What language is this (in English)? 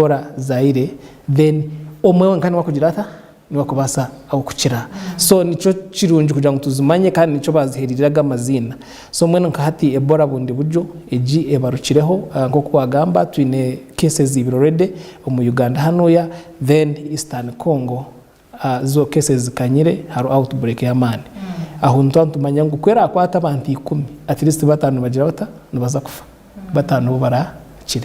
Nyankole